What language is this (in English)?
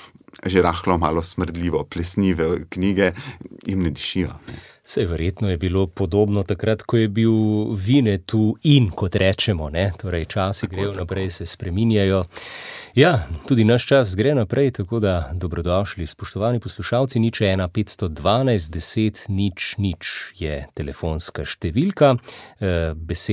Slovenian